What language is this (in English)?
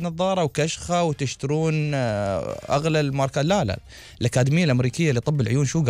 Gulf Arabic